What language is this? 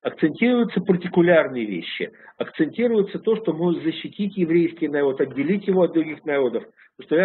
Russian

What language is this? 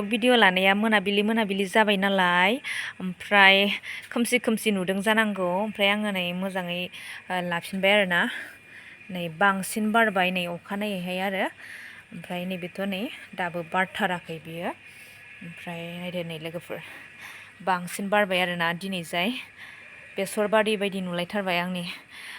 Bodo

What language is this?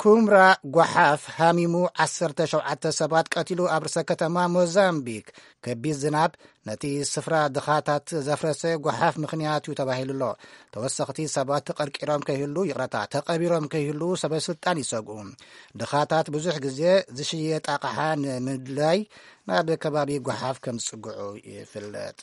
Tigrinya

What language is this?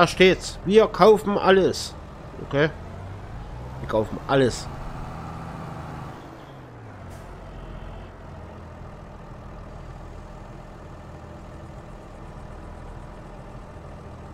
German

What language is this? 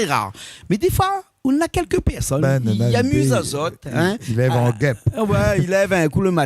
Réunion Creole French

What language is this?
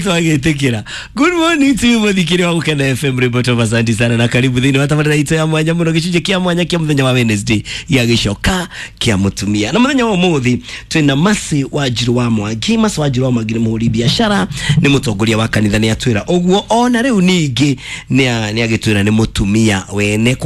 Kikuyu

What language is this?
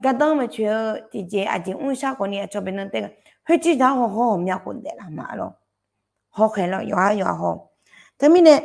Akha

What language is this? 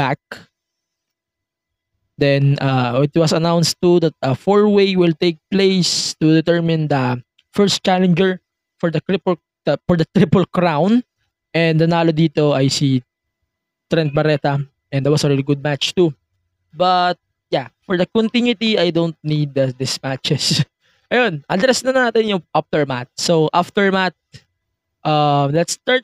Filipino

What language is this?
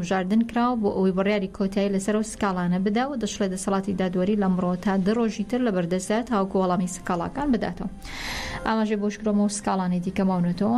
Central Kurdish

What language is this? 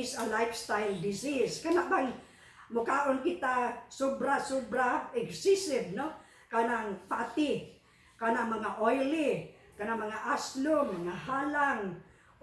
Cebuano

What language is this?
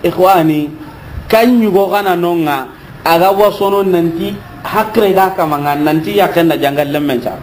Soninke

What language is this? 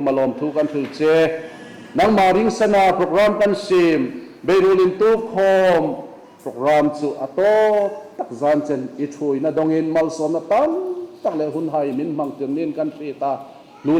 Hmar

